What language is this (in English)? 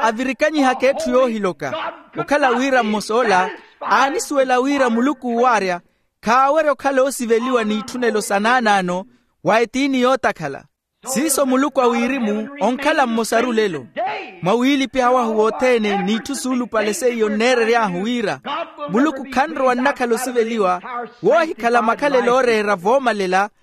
Makhuwa